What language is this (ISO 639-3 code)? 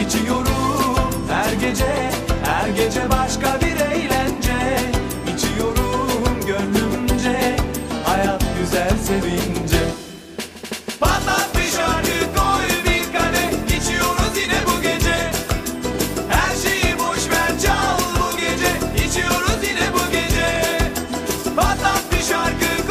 tur